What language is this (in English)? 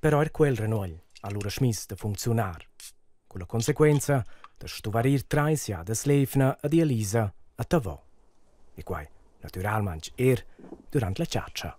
Romansh